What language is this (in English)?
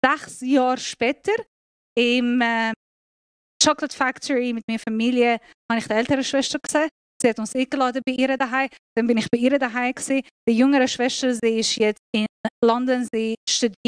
Swiss German